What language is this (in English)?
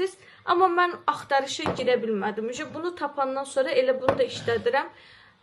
Azerbaijani